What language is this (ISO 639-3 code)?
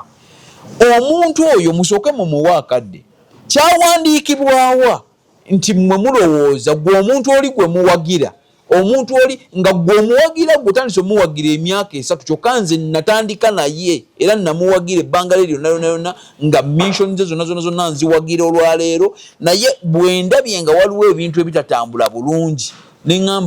lug